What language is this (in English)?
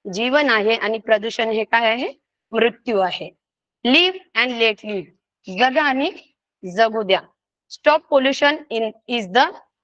Marathi